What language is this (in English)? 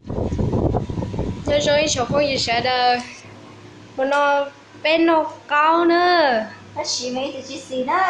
Hmong